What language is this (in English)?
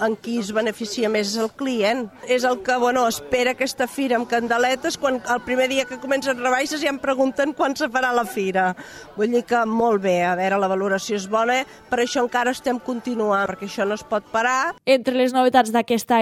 Catalan